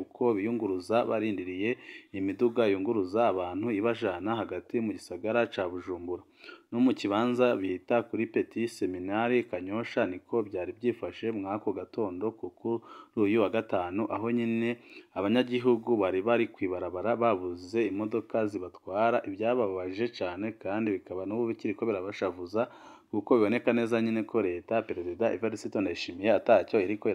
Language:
Rundi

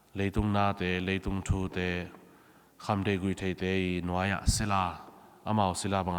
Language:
Tedim Chin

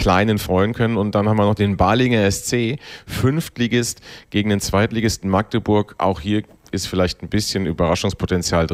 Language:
German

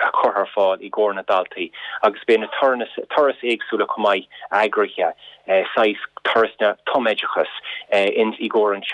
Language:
Irish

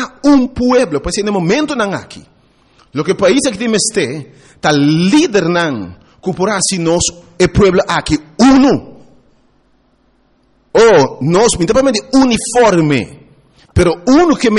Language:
Papiamento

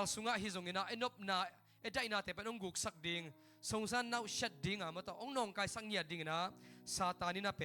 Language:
Tedim Chin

